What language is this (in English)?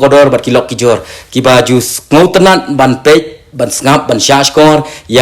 Khasi